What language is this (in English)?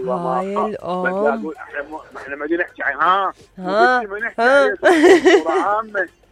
Mesopotamian Arabic